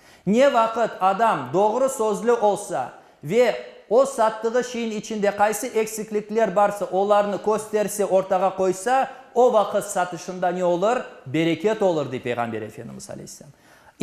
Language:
Crimean Tatar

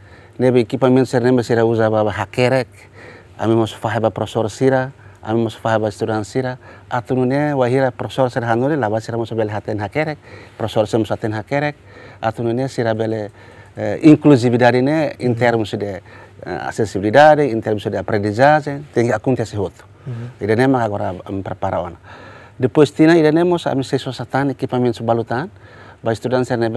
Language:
Tetum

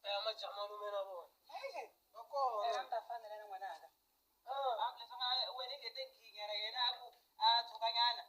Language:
Tsonga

